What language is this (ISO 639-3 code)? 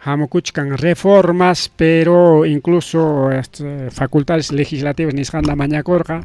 quy